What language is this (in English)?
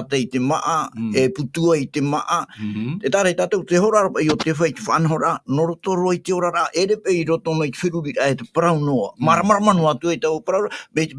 Tahitian